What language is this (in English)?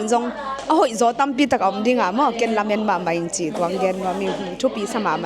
Tedim Chin